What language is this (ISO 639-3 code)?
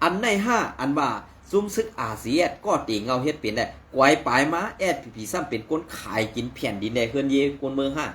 shn